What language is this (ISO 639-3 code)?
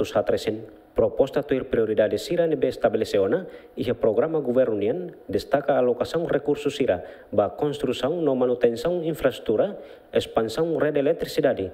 tet